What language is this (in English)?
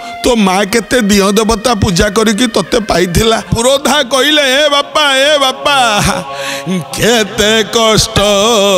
Odia